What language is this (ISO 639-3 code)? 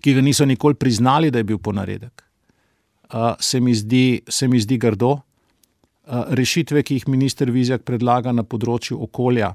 slv